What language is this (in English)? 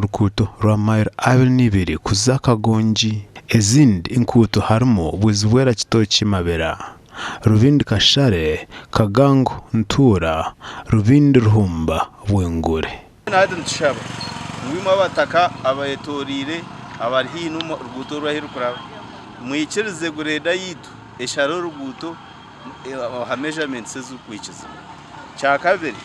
Nyankole